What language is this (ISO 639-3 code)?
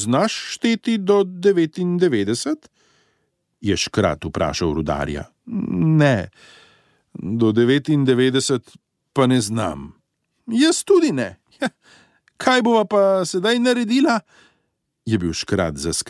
slv